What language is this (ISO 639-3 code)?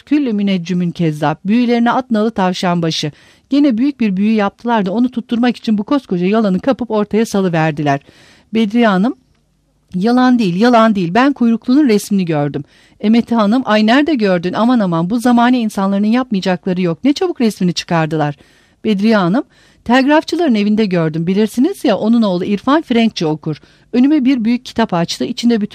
tur